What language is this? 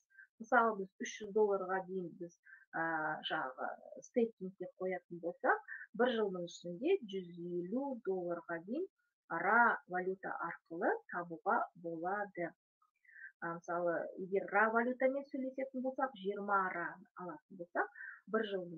Kazakh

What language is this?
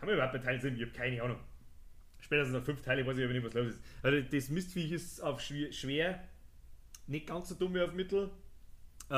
Bavarian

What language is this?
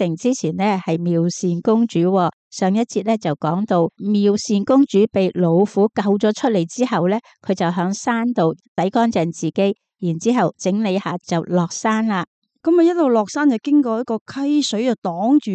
Cantonese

